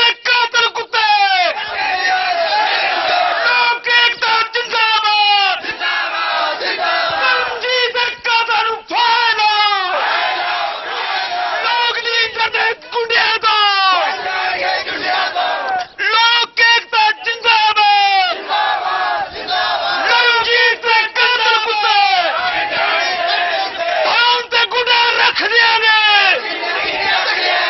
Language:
Punjabi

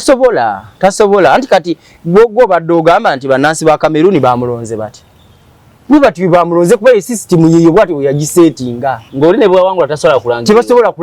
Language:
Ganda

